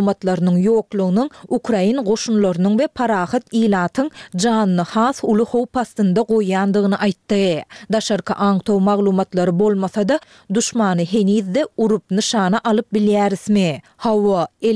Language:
Turkmen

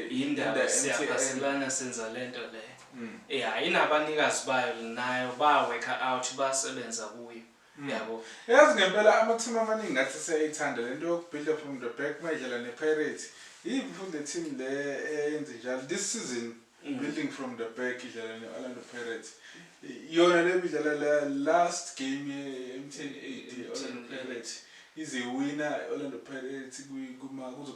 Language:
Zulu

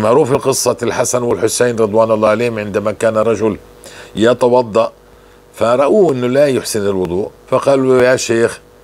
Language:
North Levantine Arabic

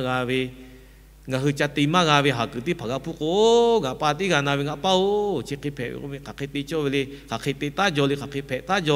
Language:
Lahu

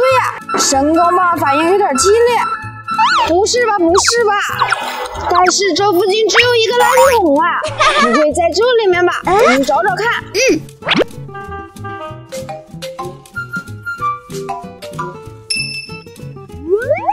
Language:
Chinese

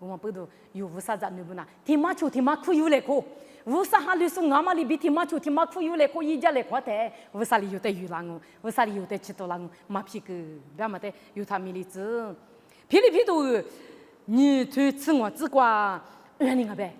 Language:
Lisu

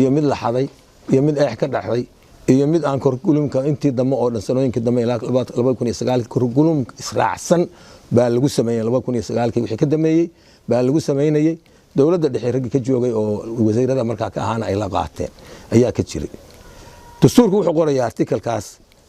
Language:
Somali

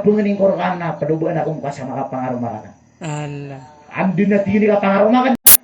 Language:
Maranao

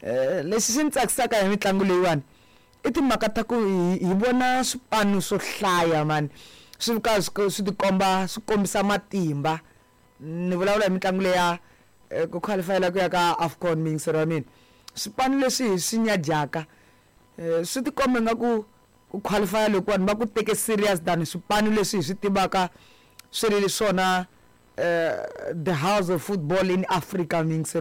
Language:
Tsonga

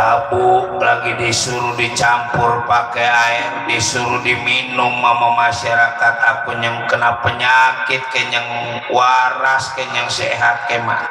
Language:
Betawi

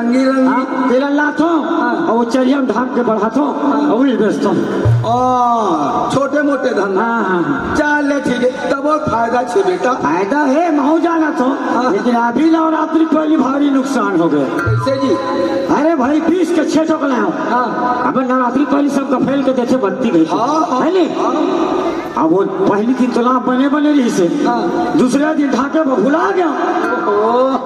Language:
Chhattisgarhi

